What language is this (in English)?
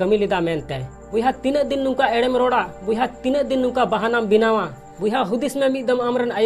Santali